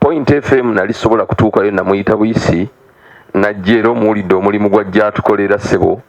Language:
Ganda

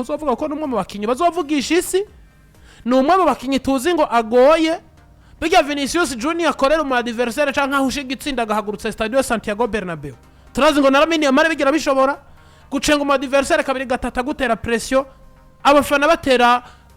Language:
Rundi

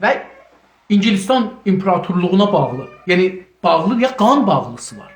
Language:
South Azerbaijani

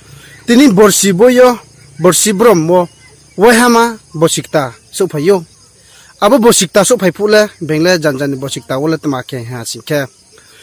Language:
Riang (India)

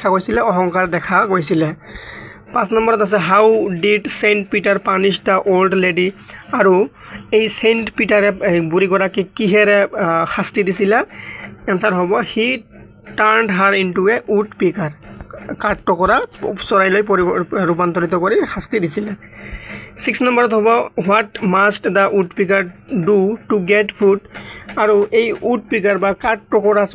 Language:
Assamese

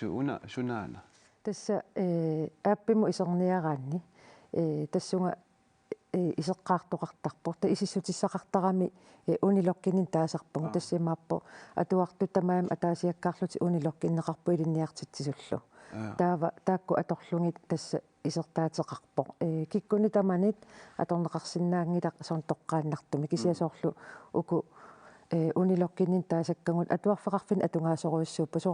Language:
Kalaallisut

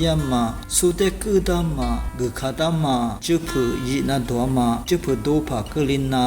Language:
Lisu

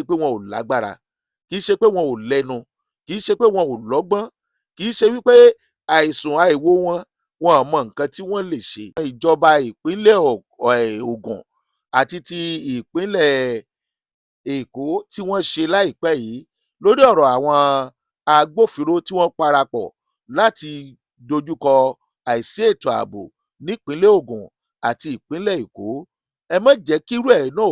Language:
Yoruba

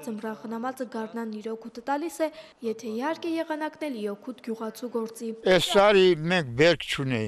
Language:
Armenian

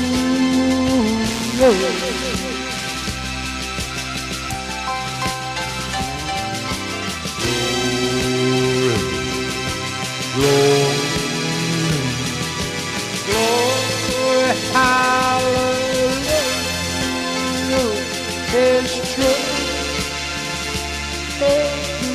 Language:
English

